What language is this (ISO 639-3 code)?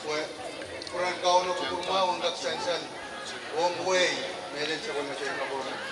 pon